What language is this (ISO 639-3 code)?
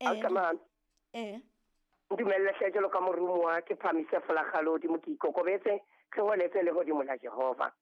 sot